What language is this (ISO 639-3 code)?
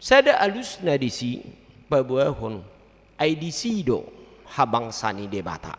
bbc